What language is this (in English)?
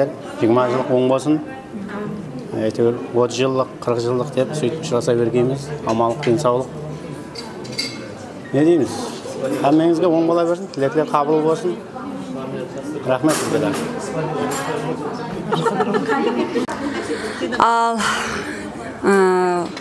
Kara-Kalpak